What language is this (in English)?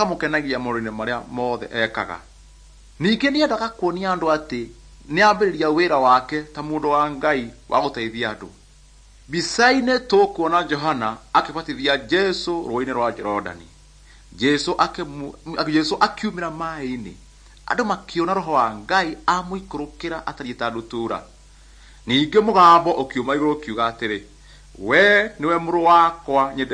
Kikuyu